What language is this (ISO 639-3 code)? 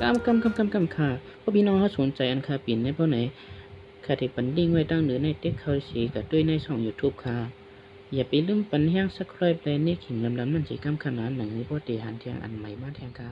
shn